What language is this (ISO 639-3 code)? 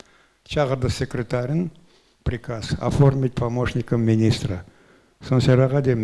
crh